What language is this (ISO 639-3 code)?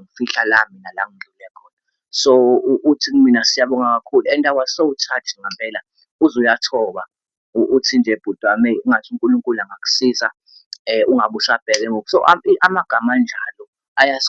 zul